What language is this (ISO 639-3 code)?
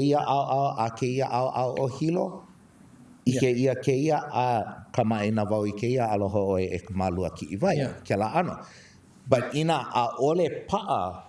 haw